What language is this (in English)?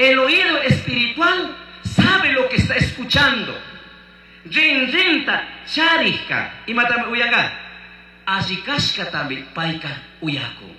Chimborazo Highland Quichua